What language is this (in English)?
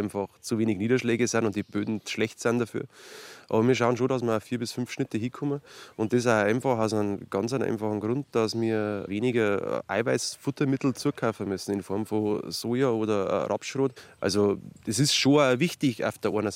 German